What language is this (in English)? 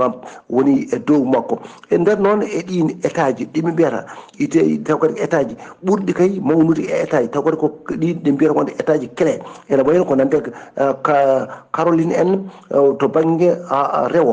Fula